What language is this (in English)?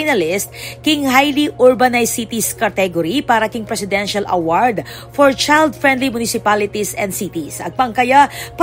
Pampanga